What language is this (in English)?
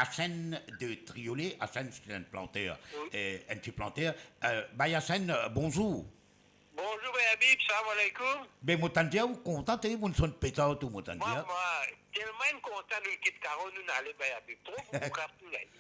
Morisyen